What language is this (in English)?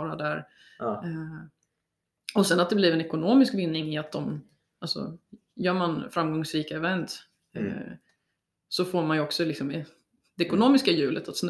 Swedish